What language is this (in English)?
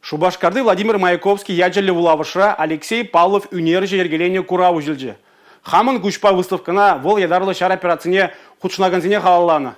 Chuvash